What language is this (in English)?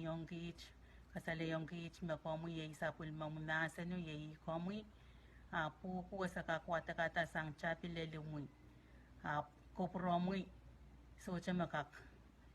Pohnpeian